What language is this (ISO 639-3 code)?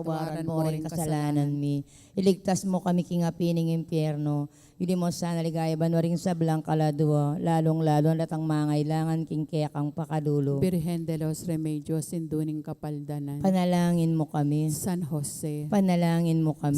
pam